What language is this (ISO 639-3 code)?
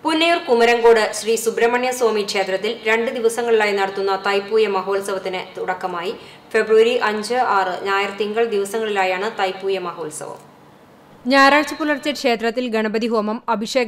mal